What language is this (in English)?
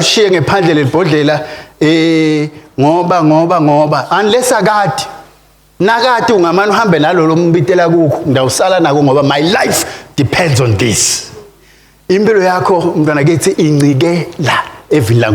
Swati